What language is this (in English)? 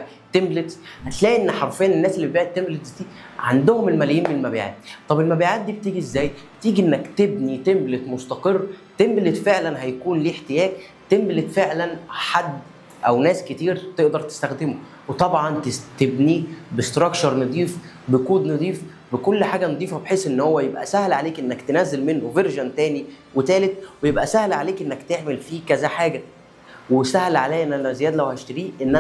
Egyptian Arabic